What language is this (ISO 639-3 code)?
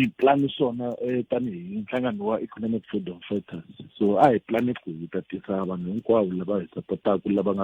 tso